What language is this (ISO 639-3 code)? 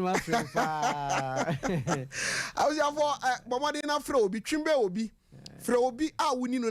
aka